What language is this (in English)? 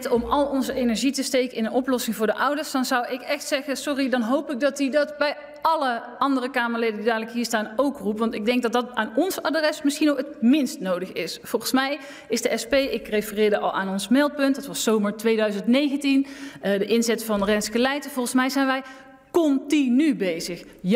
Dutch